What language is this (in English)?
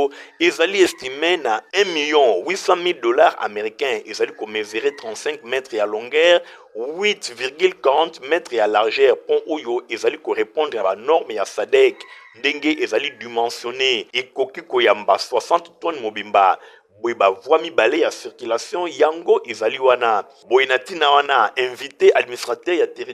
Lingala